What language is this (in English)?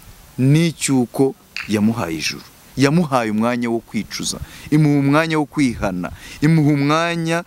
Kinyarwanda